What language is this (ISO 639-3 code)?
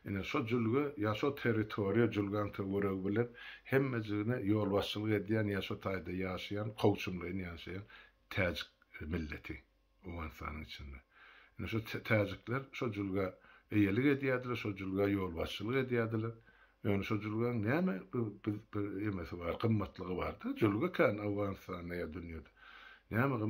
tuk